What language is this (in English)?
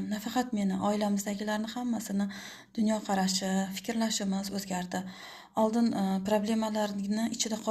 Uzbek